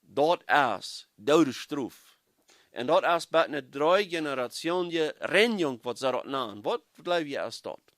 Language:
Plautdietsch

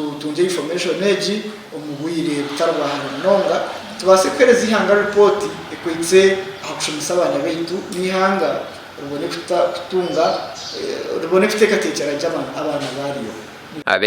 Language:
Nyankole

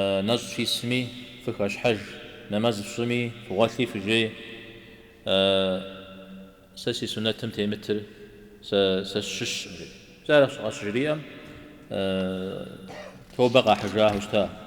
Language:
Kabardian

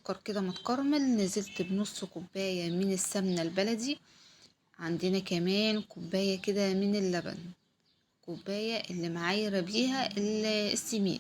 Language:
Egyptian Arabic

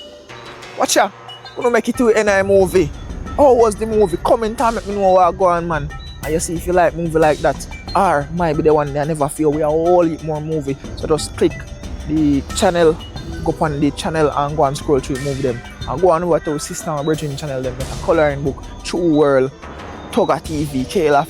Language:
Jamaican Creole English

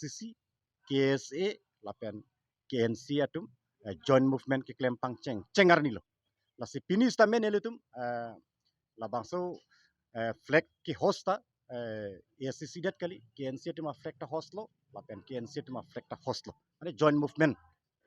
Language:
Karbi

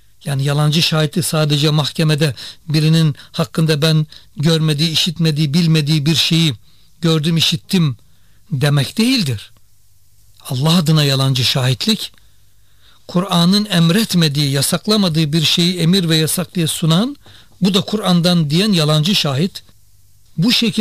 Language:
Turkish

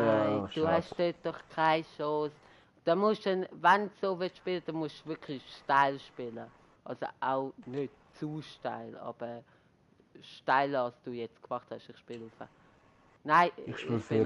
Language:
Swiss German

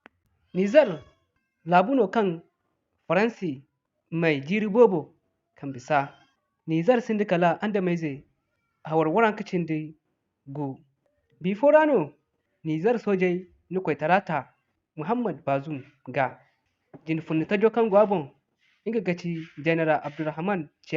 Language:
Zarma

